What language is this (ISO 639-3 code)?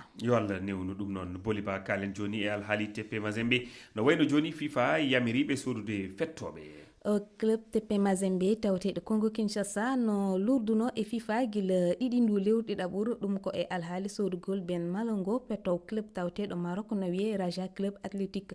ful